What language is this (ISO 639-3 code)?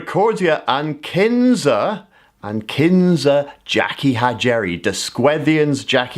cor